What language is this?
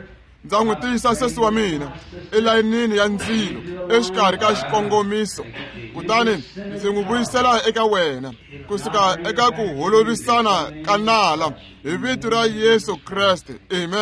Tsonga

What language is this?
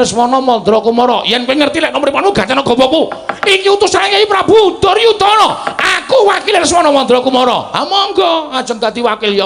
Javanese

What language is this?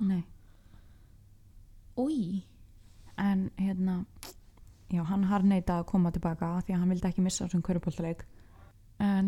Icelandic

